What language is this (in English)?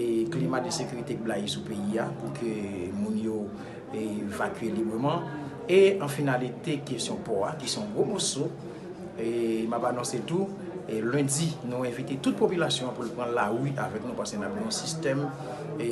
Haitian Creole